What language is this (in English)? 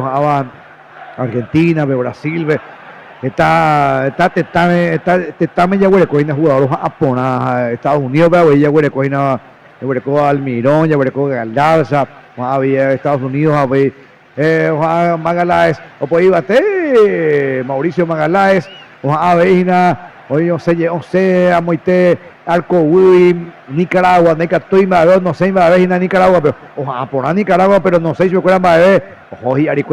Guarani